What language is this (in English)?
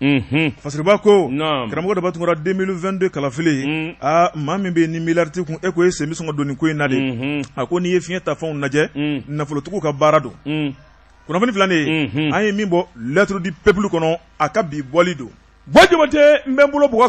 Bambara